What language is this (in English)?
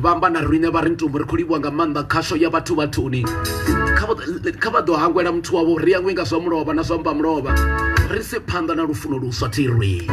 Venda